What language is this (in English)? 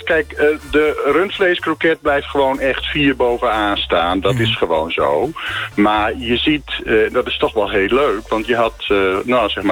Dutch